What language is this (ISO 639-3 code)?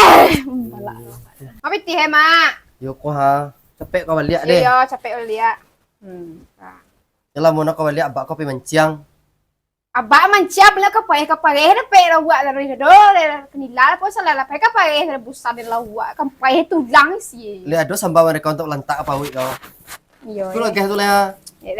min